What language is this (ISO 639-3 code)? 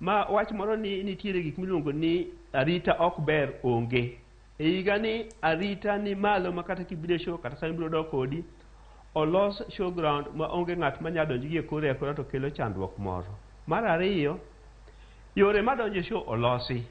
luo